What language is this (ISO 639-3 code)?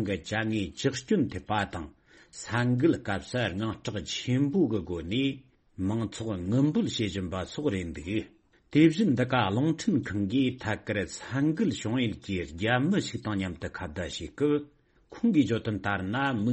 bod